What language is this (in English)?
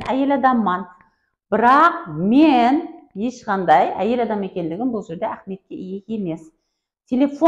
Kara-Kalpak